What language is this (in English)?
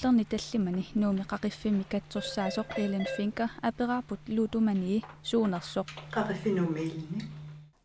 Kalaallisut